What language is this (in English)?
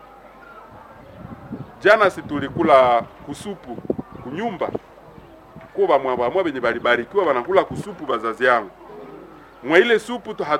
Swahili